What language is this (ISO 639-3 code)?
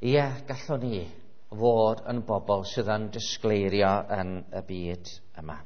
cym